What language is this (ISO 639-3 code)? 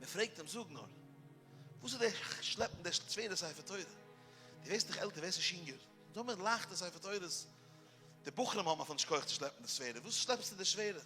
yid